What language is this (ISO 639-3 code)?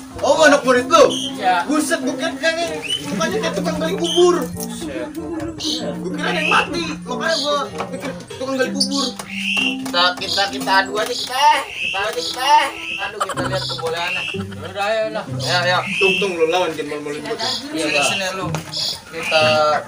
bew